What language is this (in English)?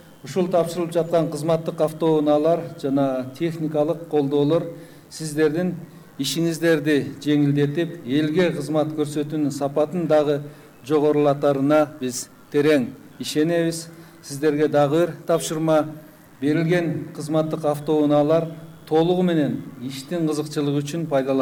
Kyrgyz